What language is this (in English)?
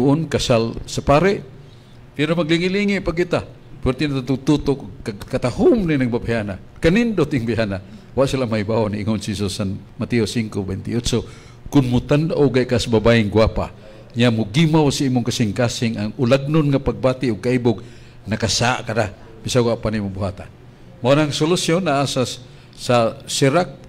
Cebuano